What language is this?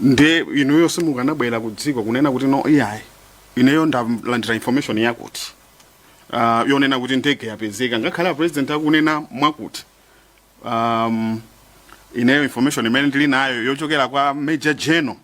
Nyanja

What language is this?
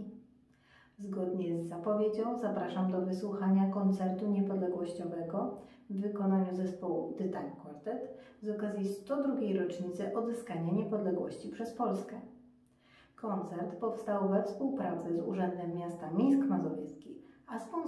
Polish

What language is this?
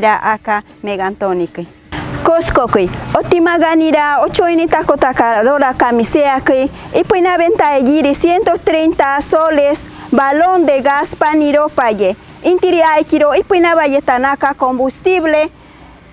Machiguenga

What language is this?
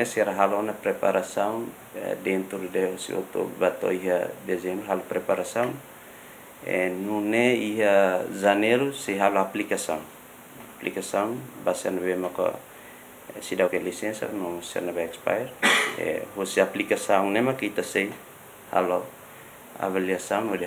Tetum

